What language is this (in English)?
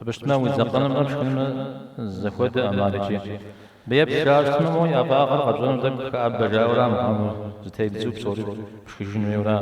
Kabardian